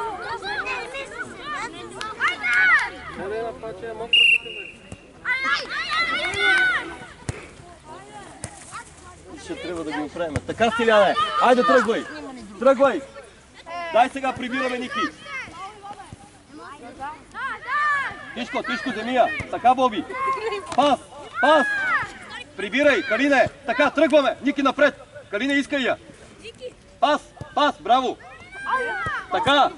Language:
Bulgarian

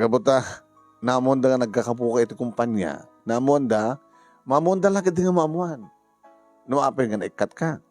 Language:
Iloko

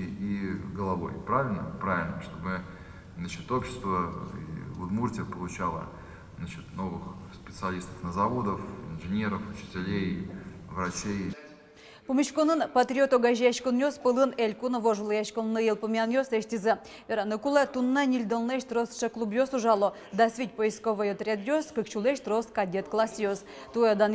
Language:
Udmurt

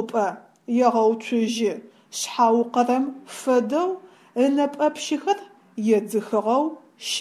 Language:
Adyghe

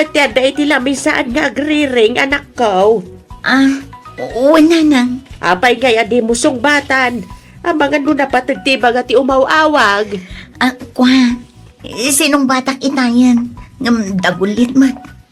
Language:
Iloko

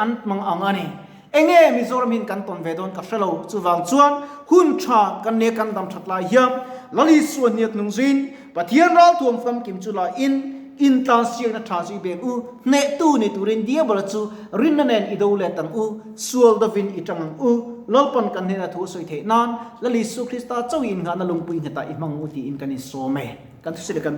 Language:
Mizo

